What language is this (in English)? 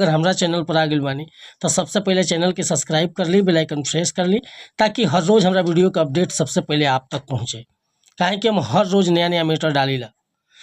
Bhojpuri